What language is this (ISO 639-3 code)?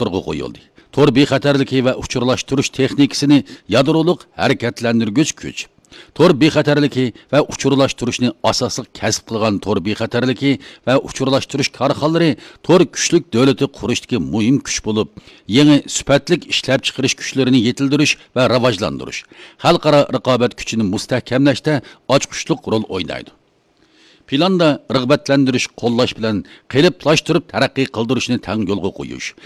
uig